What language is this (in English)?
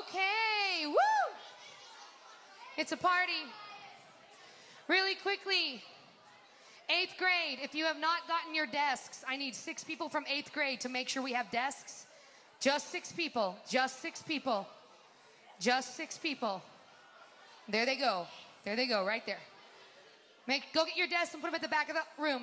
English